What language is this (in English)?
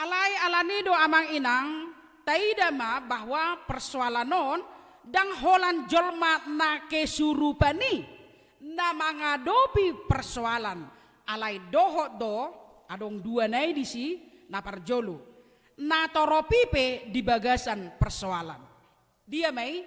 Batak Toba